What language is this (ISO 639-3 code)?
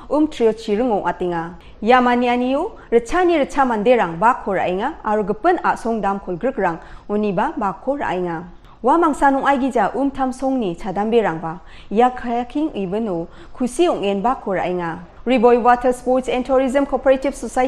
grt